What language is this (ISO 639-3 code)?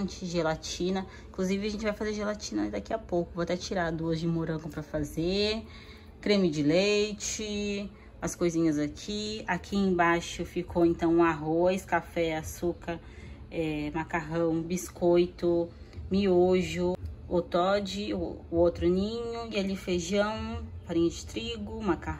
por